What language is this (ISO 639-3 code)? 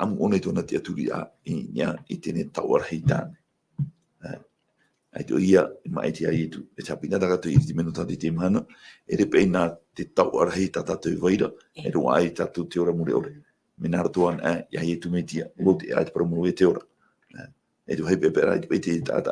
tah